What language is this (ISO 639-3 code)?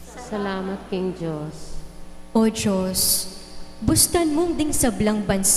pam